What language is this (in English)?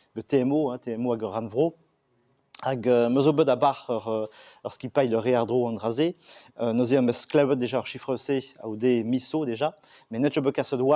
Breton